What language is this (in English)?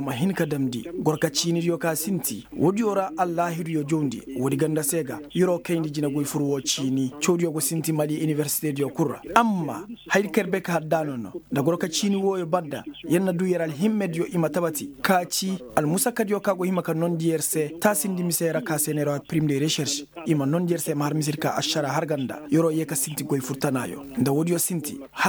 Koyraboro Senni